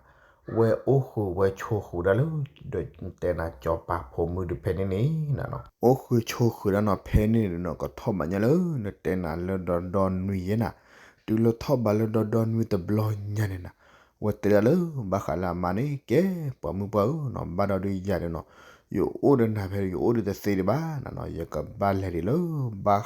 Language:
S'gaw Karen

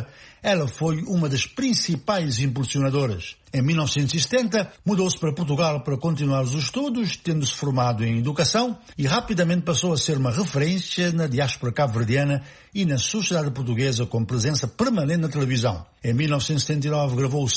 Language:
Portuguese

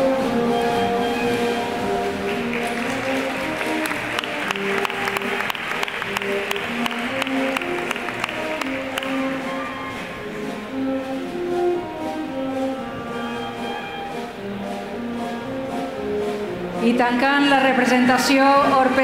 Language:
Catalan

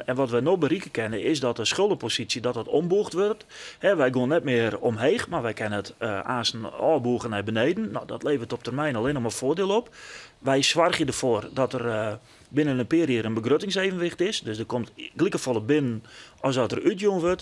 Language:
Western Frisian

